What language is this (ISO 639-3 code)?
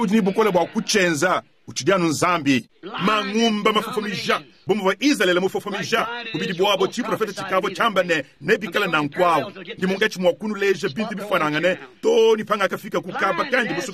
lua